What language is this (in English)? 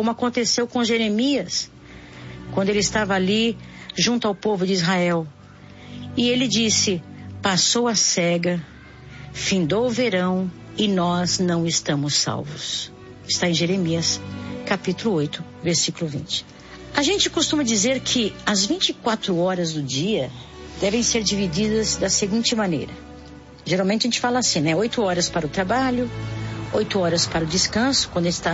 Portuguese